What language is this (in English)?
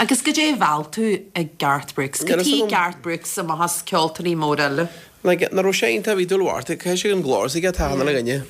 Irish